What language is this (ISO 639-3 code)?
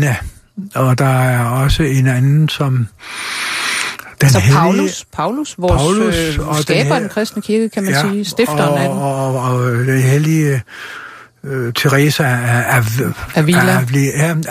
dan